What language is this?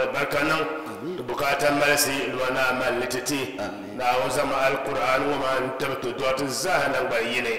Dagbani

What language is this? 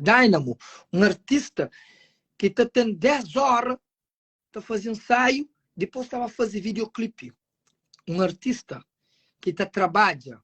Kabuverdianu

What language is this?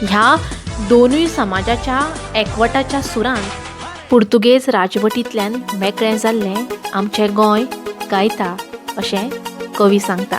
Konkani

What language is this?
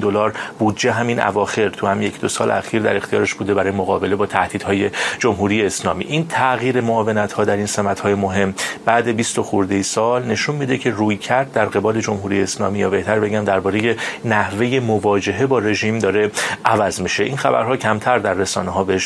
Persian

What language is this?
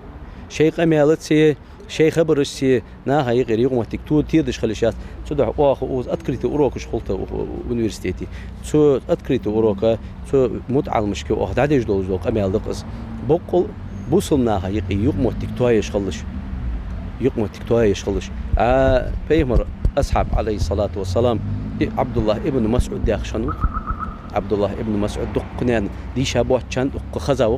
Ingush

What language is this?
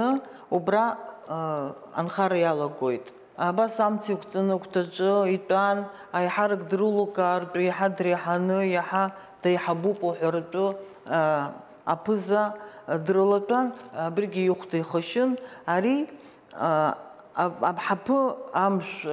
Abkhazian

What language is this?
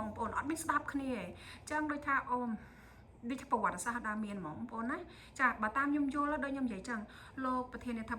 Khmer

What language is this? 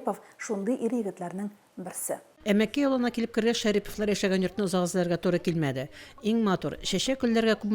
Tatar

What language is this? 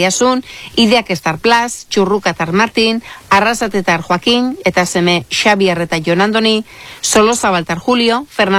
Basque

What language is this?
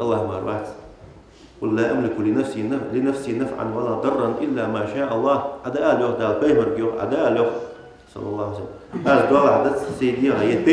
Ingush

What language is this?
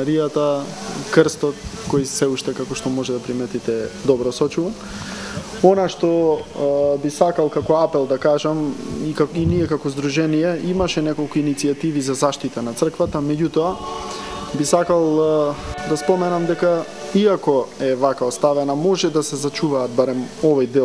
Macedonian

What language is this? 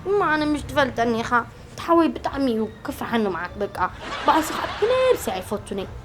Tigrinya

